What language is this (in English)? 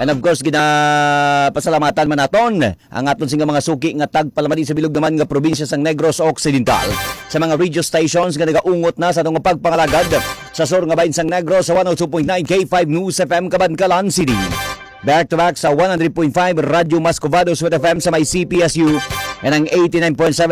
Hiligaynon